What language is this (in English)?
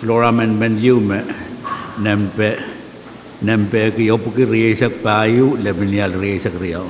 Pohnpeian